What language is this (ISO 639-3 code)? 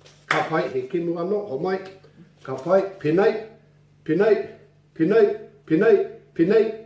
mri